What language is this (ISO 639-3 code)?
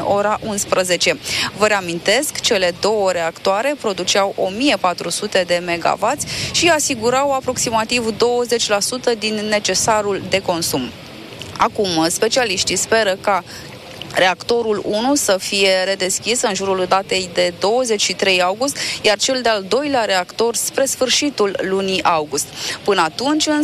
ron